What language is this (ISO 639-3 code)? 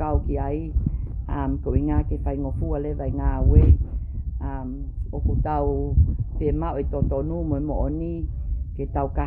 ton